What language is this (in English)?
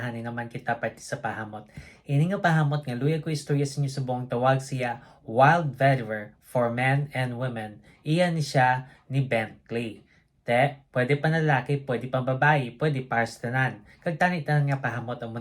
Hiligaynon